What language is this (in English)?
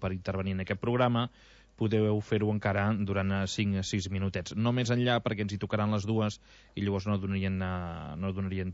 Catalan